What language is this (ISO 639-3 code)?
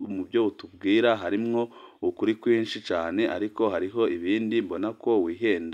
run